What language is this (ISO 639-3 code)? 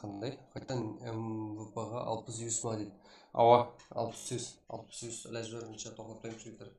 kaa